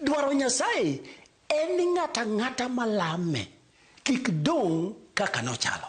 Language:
Luo (Kenya and Tanzania)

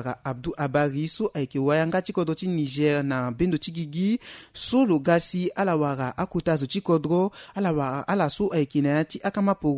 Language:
Sango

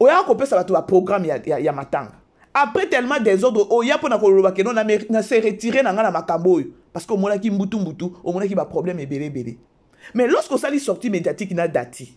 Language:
Lingala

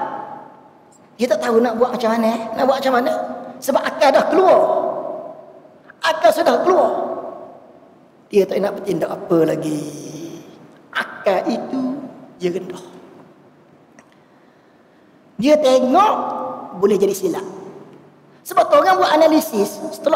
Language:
Malay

